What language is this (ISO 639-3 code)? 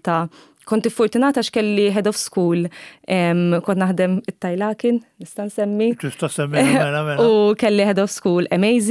mlt